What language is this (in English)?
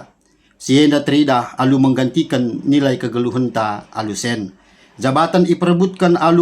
Batak Karo